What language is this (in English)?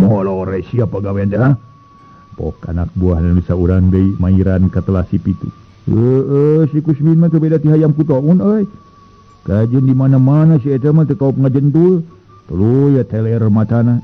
Sundanese